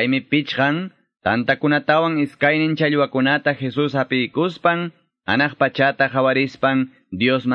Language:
Ayacucho Quechua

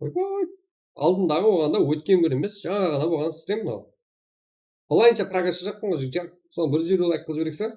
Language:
Kara-Kalpak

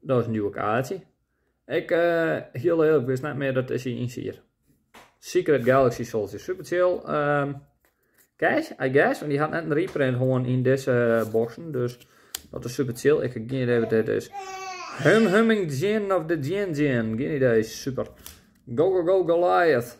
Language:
Western Frisian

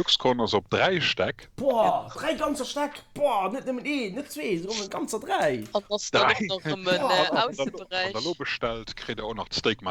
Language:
Luxembourgish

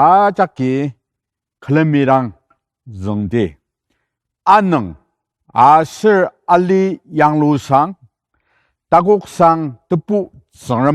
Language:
Ao Naga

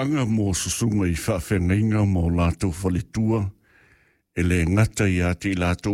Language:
Samoan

